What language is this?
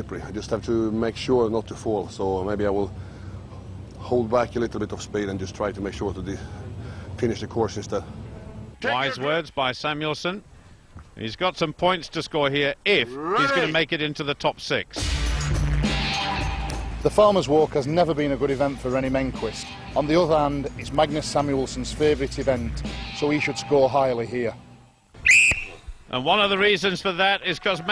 English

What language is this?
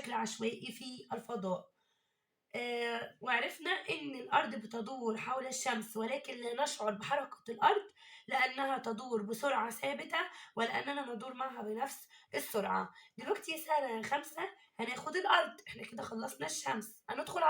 Egyptian Arabic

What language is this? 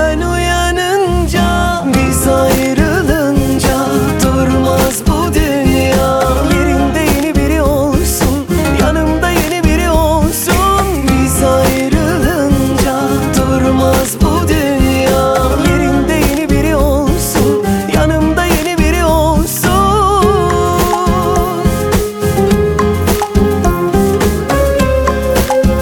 Turkish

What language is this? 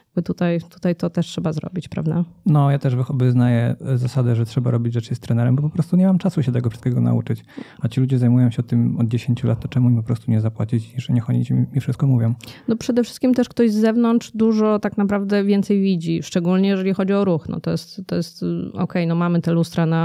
Polish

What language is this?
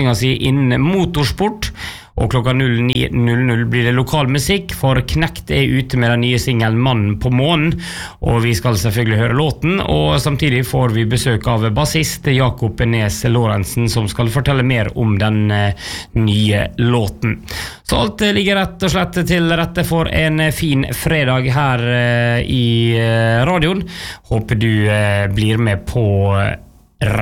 Norwegian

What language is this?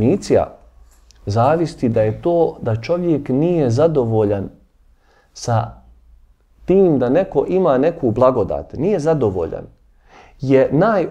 Bosnian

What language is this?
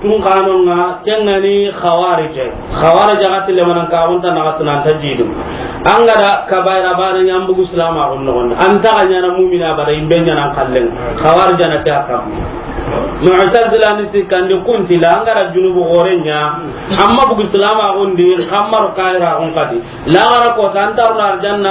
Soninke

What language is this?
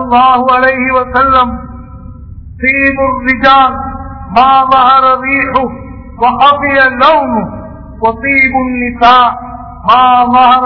Tamil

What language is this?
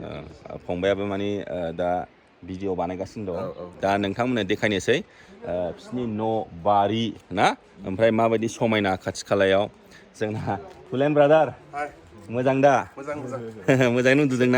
Bodo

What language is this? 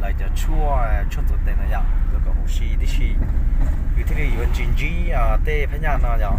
Hmong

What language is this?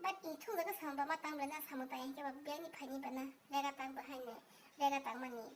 Kok Borok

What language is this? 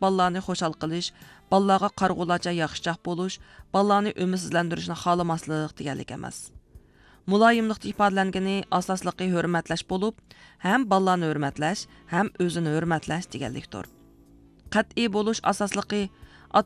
Uyghur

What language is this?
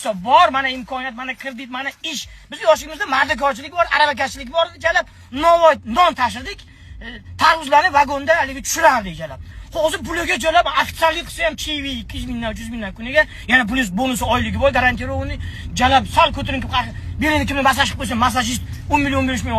Uzbek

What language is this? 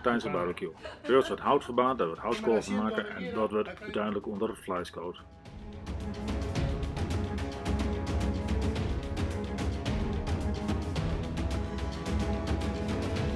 Dutch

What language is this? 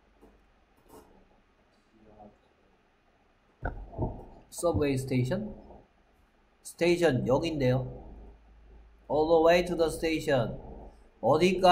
Korean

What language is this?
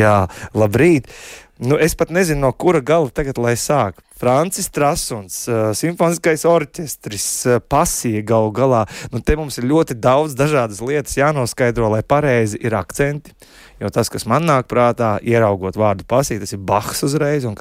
Latvian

